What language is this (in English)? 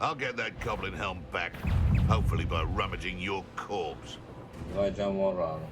Kurdish